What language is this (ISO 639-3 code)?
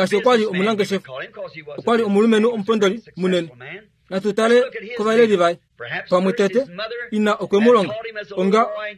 kua